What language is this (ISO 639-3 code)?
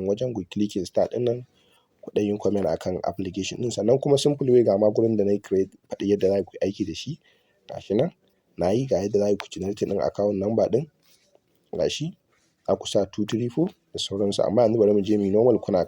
hau